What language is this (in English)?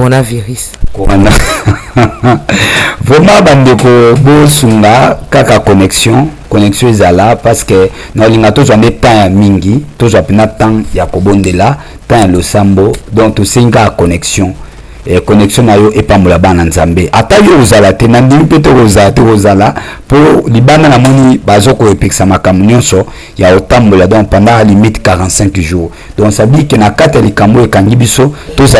Lingala